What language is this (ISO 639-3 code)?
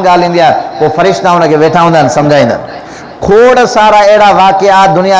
snd